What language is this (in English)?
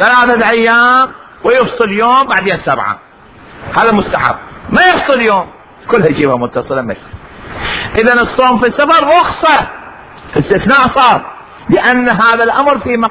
Mesopotamian Arabic